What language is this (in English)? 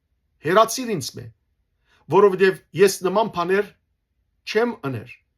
Western Armenian